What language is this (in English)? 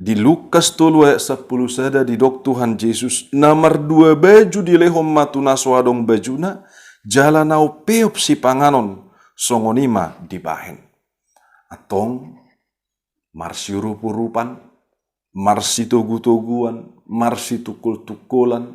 Batak Toba